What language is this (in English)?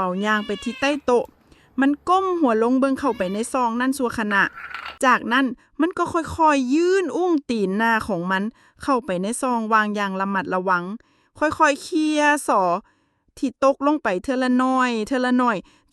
Lao